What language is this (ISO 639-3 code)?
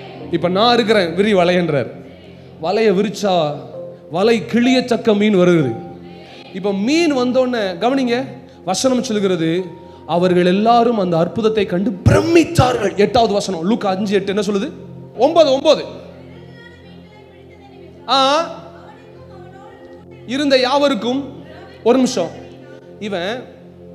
tam